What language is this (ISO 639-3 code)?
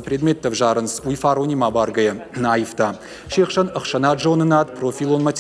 oss